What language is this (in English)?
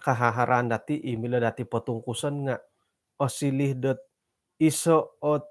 Central Dusun